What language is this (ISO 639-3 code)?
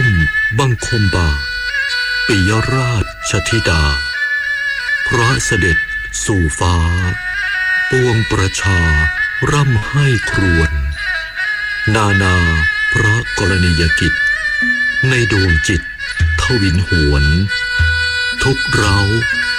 tha